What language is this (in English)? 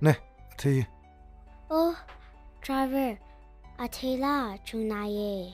Tangkhul Naga (India)